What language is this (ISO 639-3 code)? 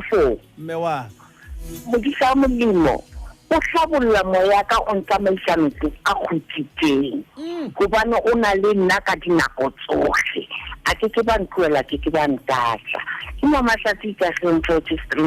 sot